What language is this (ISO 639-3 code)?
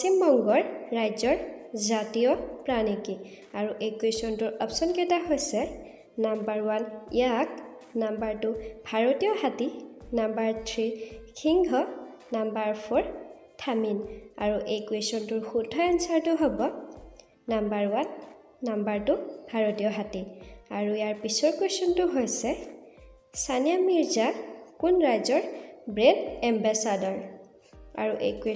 asm